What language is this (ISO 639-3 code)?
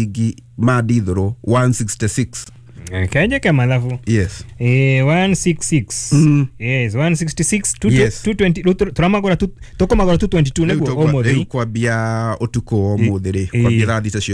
kik